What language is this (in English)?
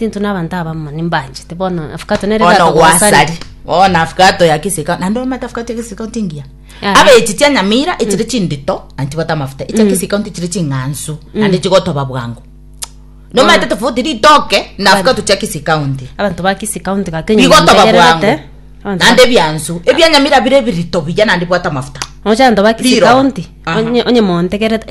Gusii